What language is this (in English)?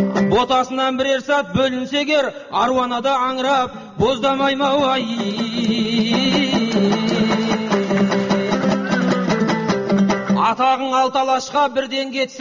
Kazakh